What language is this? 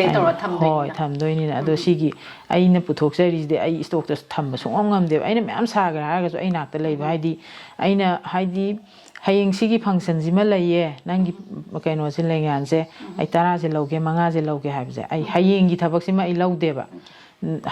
Manipuri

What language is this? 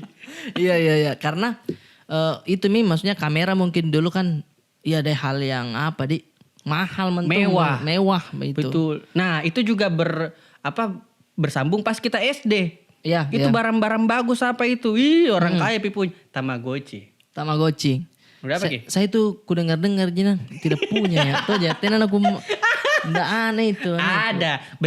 Makassar Malay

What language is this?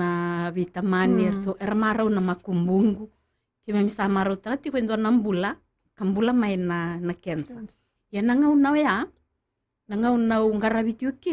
Fijian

